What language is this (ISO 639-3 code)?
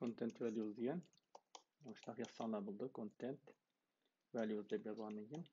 uig